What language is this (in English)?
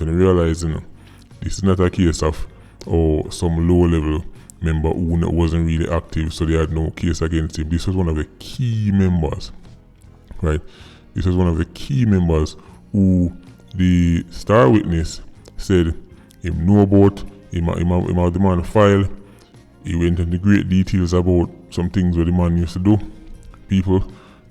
Jamaican Creole English